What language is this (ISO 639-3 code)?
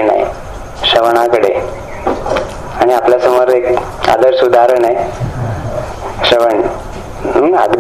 mar